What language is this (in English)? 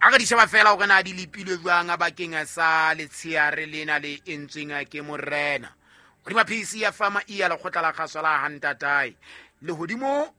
Southern Sotho